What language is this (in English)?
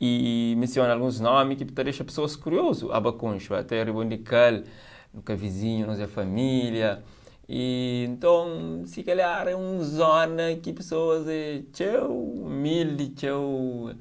Kabuverdianu